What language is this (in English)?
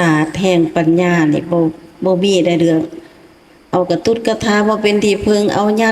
Lao